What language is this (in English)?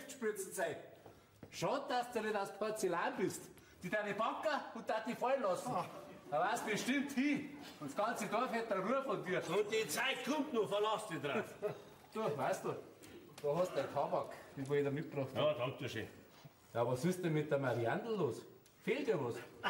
Bavarian